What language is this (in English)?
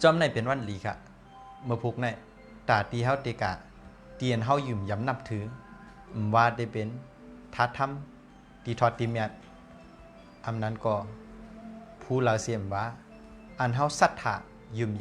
Shan